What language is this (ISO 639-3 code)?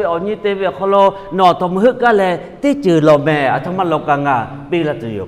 lhu